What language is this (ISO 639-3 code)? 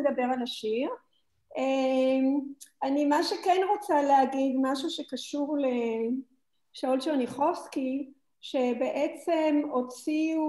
heb